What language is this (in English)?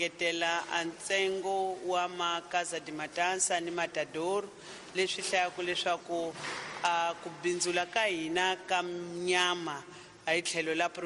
Tsonga